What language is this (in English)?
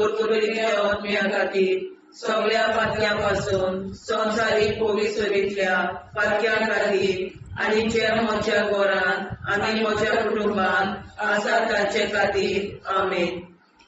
Konkani